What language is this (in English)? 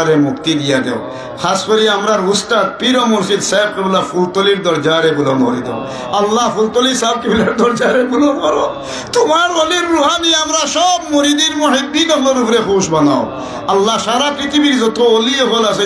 Sylheti